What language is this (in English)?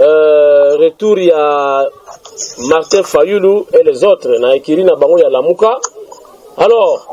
Lingala